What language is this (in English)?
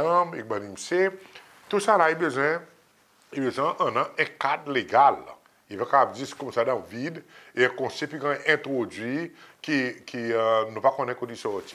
Seselwa Creole French